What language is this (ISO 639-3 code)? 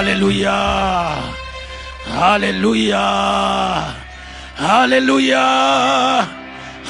ctd